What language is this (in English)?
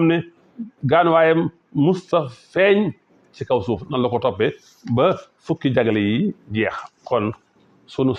Wolof